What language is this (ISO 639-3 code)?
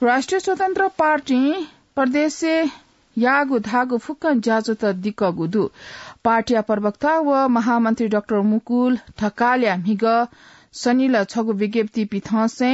new